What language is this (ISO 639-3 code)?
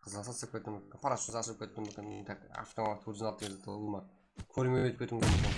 kaa